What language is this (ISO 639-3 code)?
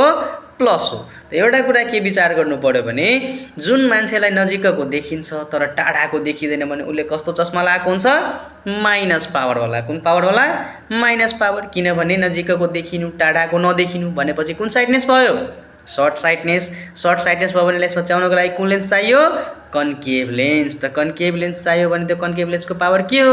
nep